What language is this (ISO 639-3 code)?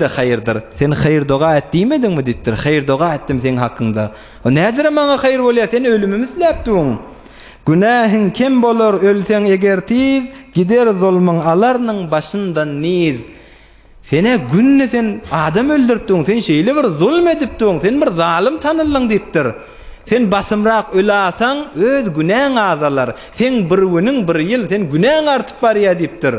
tuk